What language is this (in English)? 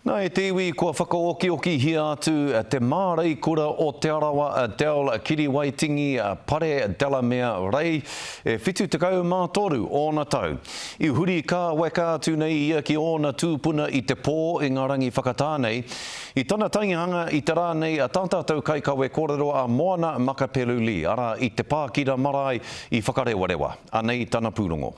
Māori